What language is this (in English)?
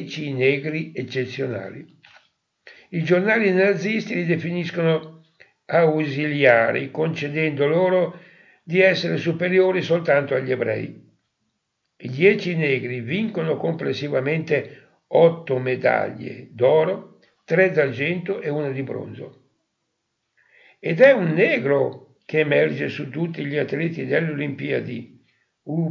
Italian